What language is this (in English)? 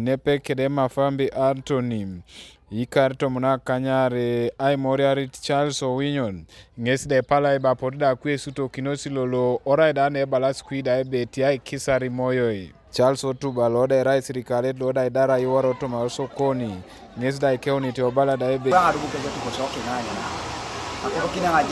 Teso